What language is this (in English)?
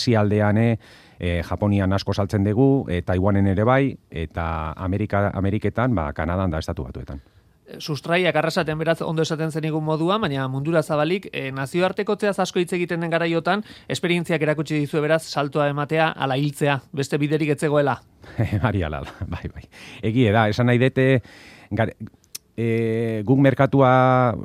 Basque